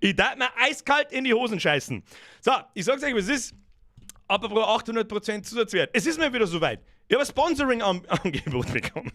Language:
Bavarian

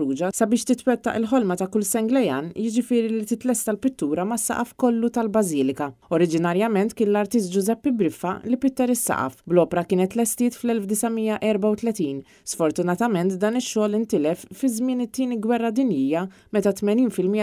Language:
Maltese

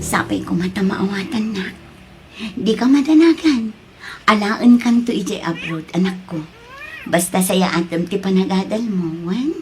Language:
Iloko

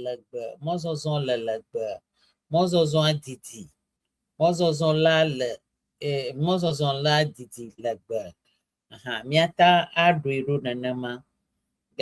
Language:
Ewe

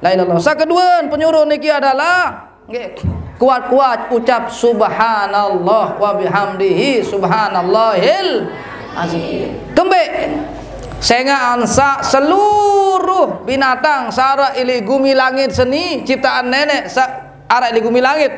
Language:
Sasak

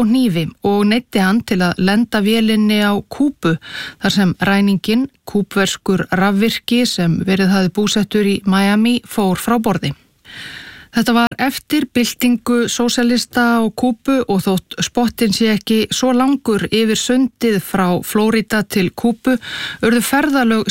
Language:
Icelandic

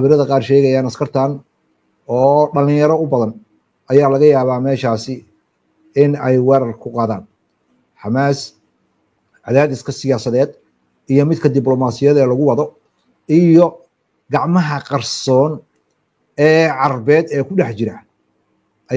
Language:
Somali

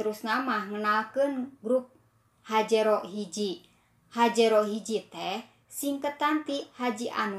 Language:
Sundanese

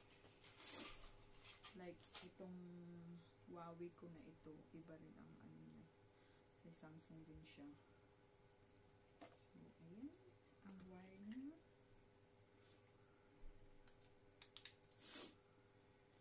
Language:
Filipino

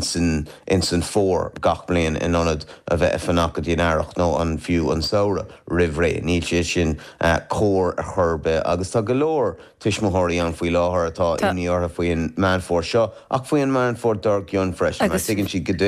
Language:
Irish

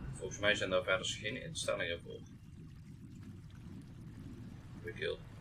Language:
Dutch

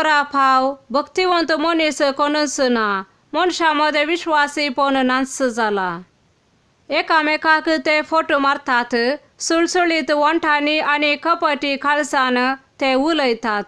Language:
Konkani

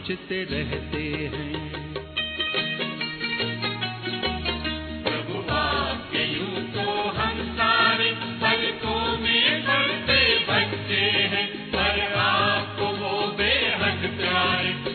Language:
Hindi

